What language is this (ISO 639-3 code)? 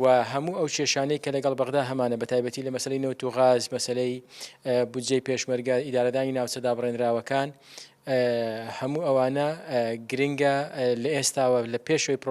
ckb